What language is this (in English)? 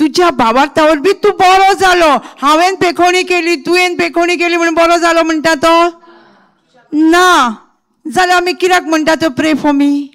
Konkani